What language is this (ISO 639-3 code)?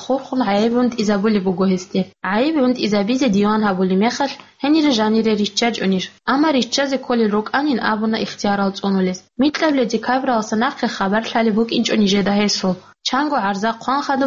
ava